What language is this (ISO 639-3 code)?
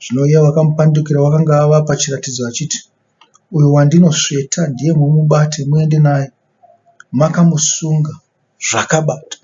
sna